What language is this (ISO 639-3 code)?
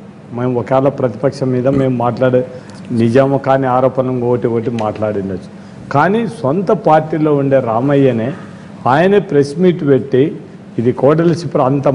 tel